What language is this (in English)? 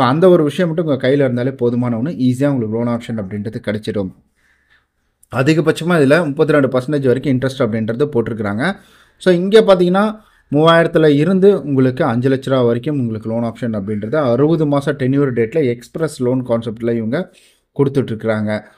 Tamil